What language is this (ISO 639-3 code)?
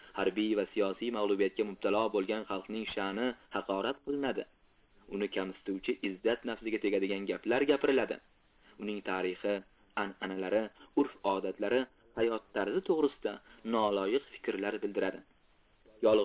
uzb